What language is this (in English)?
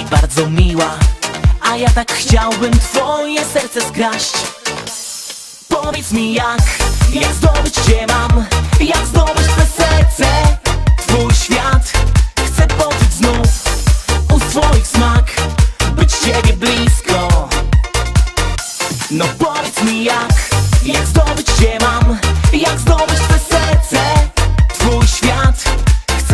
Polish